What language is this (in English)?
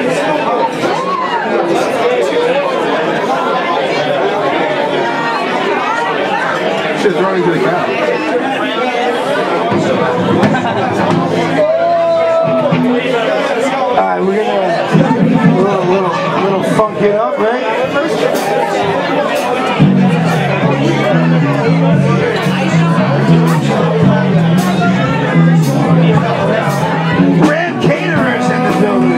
English